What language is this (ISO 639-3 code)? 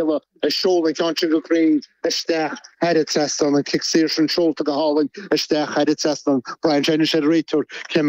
gle